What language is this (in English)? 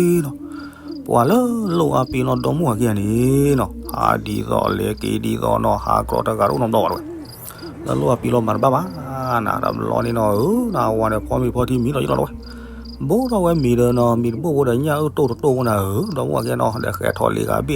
S'gaw Karen